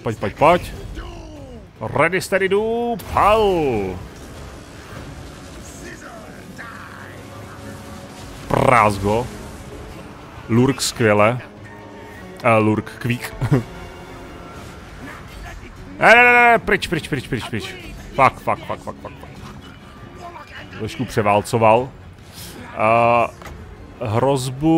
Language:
Czech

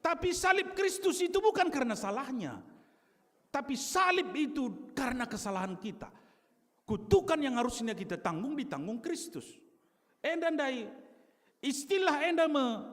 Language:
Batak Karo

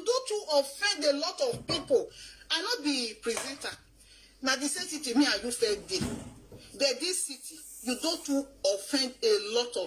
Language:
Nigerian Pidgin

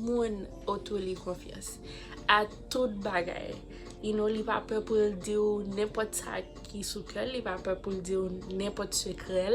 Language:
Haitian Creole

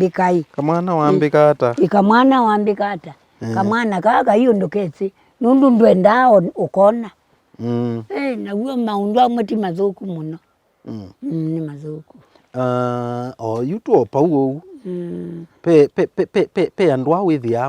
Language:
Kamba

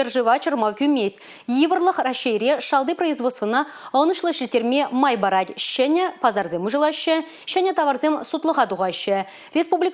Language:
Chuvash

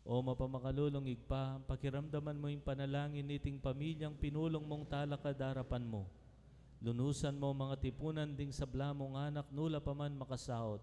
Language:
Pampanga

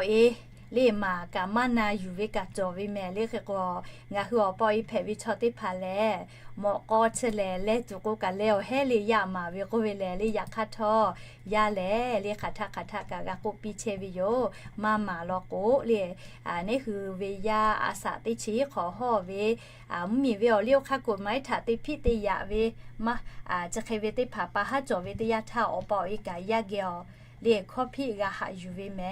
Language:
Lahu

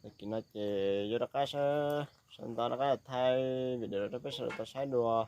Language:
Hmong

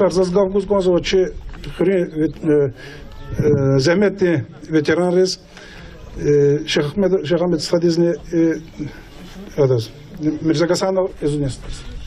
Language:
Lezghian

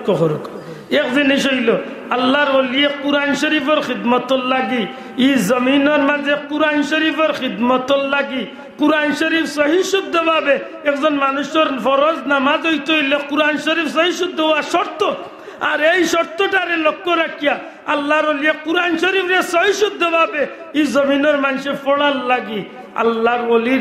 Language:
Sylheti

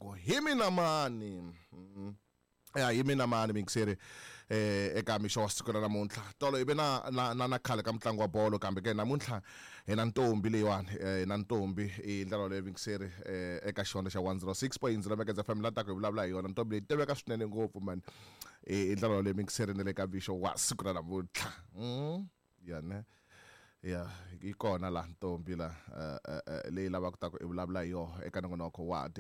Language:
Tsonga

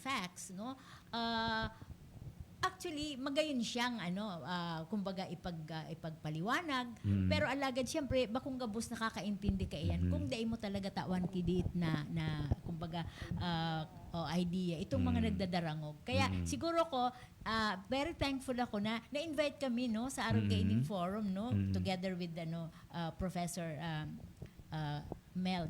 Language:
Bikol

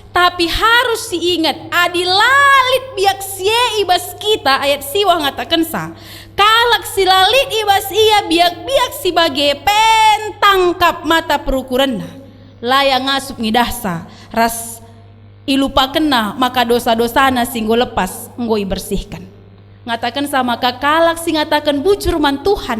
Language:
Batak Karo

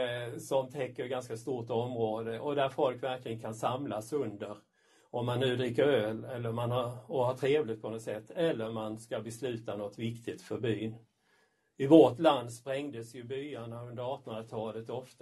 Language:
Swedish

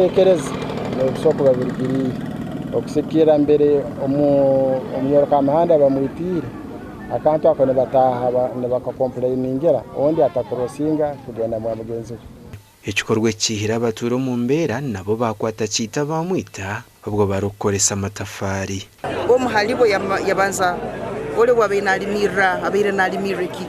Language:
Nyankole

